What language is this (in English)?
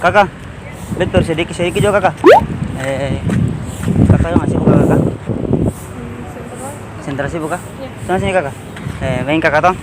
Ambonese Malay